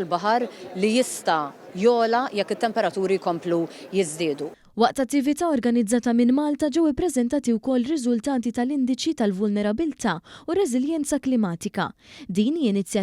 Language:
Maltese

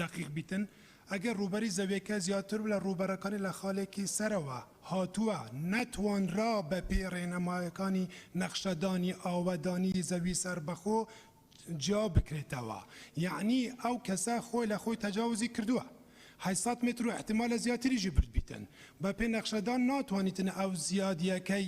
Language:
Central Kurdish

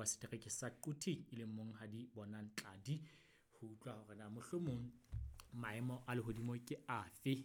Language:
Southern Sotho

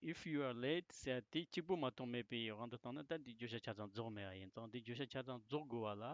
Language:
Tibetan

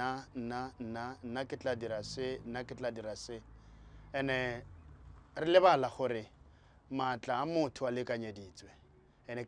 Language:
Tswana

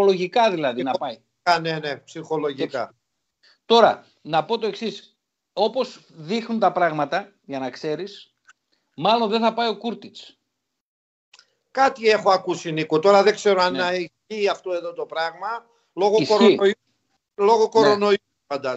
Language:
Greek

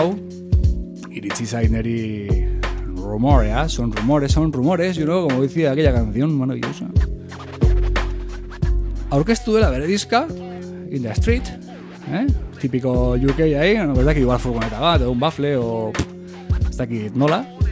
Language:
Basque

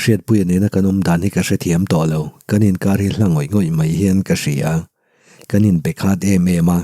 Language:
Mizo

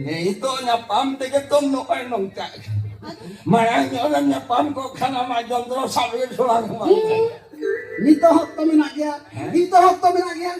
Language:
Santali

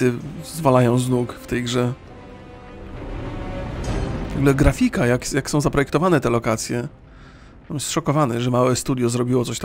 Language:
Polish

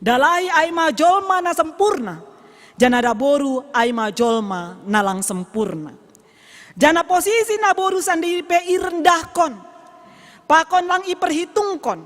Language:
Batak Simalungun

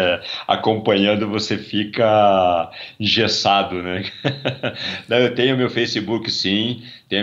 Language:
Portuguese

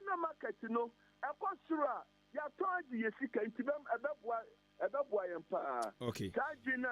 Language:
Akan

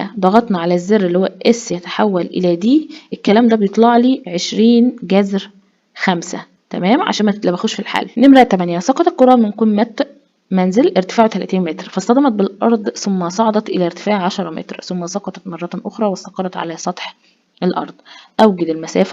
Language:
Egyptian Arabic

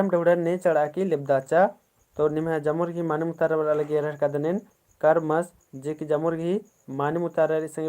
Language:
Kurukh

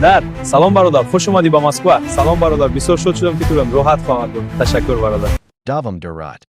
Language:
Tajik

